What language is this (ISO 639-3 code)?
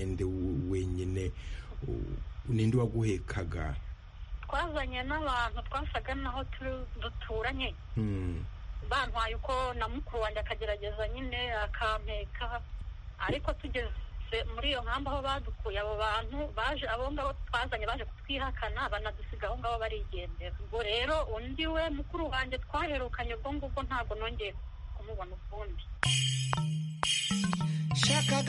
kin